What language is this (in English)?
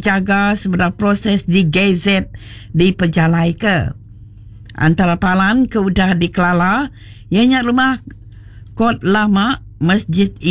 Iban